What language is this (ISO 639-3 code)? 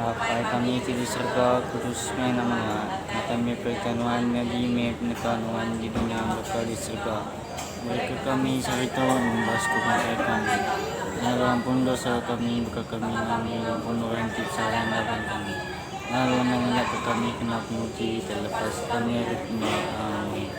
iba